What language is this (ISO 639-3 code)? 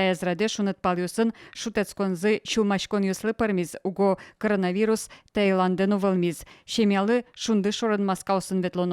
udm